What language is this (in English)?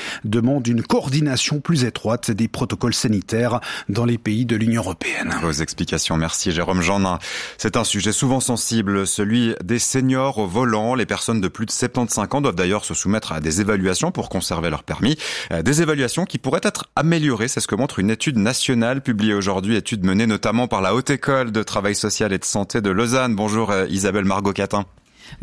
French